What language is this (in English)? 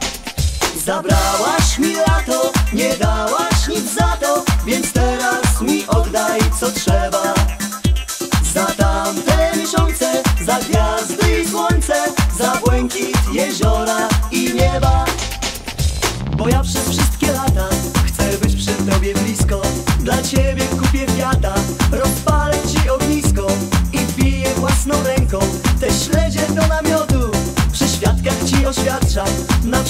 Polish